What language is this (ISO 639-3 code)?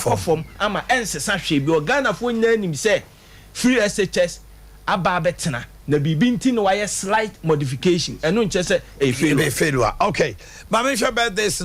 aka